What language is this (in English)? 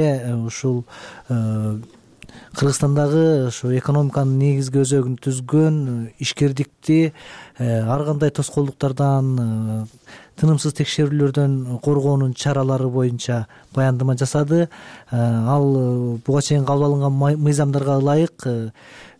Kyrgyz